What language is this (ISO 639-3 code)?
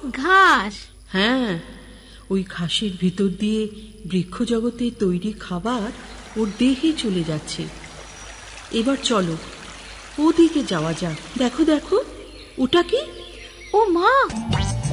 ben